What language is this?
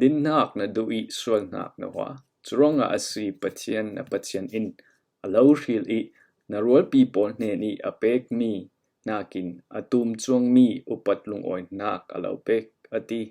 Falam Chin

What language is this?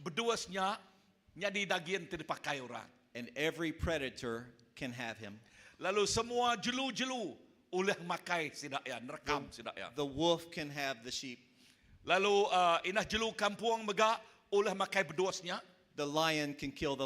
Iban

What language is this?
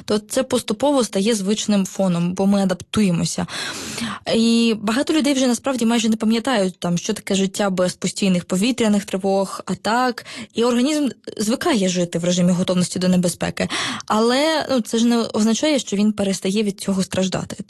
Ukrainian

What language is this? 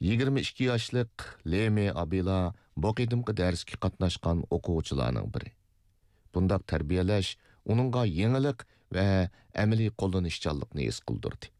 Uyghur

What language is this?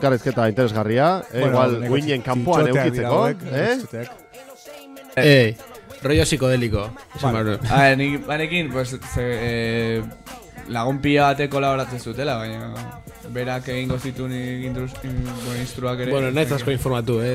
Basque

